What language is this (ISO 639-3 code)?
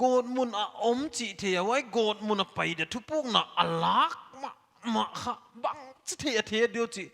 pck